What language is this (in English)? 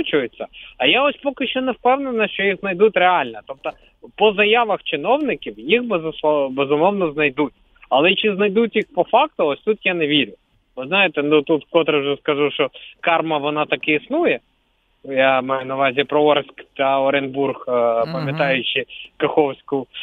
Ukrainian